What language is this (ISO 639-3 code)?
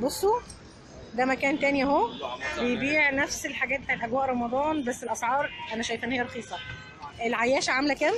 arz